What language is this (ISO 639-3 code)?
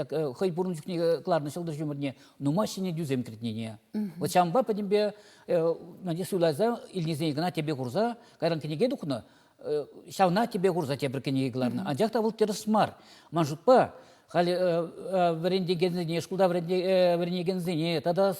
chv